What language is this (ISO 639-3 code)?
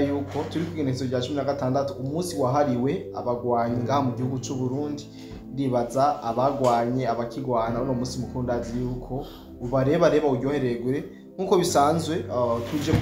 run